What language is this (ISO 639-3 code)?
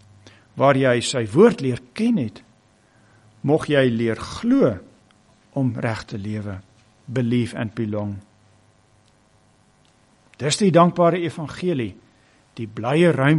afr